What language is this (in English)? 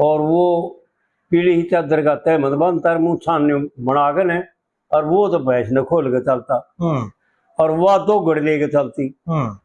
Haryanvi